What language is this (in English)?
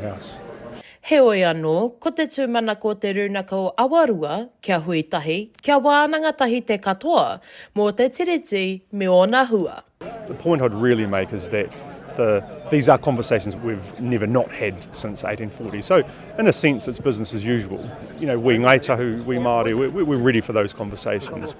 Māori